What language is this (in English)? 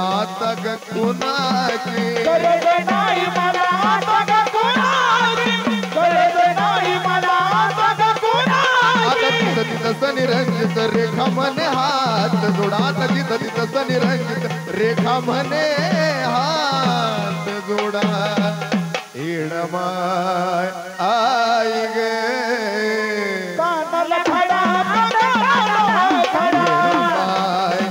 Marathi